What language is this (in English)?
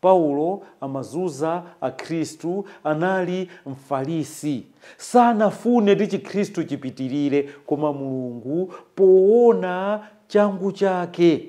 Nyanja